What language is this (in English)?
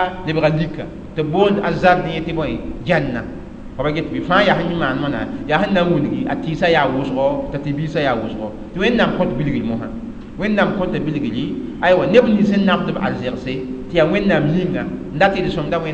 Mossi